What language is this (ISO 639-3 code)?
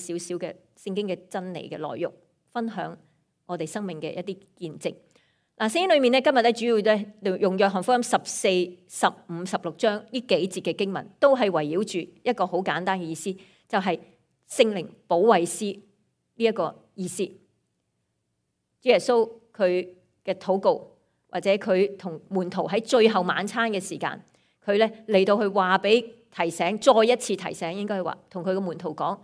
yue